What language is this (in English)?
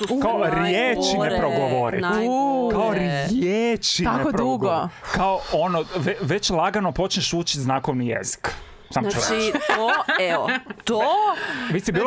Croatian